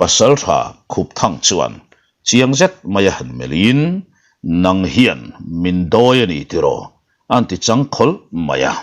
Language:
Mizo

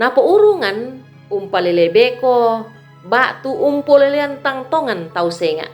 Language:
Toraja-Sa'dan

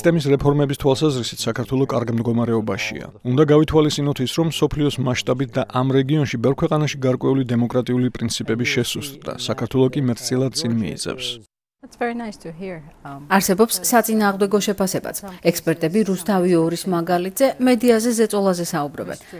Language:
Georgian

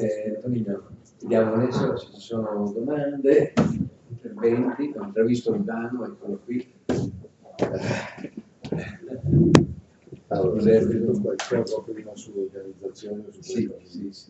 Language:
Italian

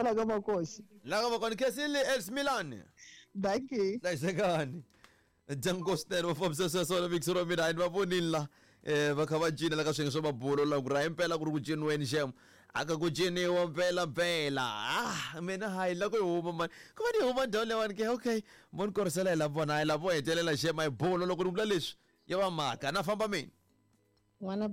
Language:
Tsonga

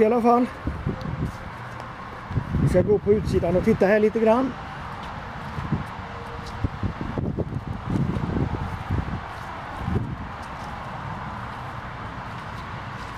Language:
Swedish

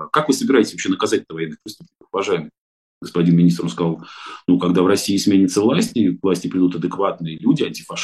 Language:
Russian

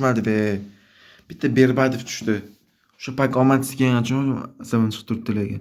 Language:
Uzbek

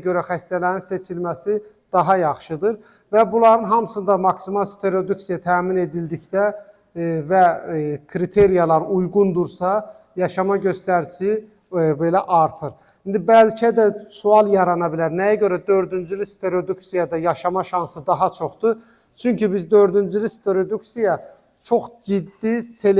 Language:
Azerbaijani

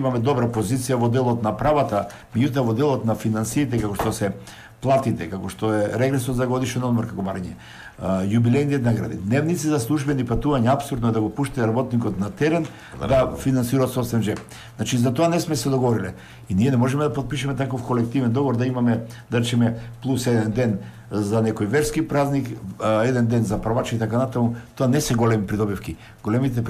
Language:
Macedonian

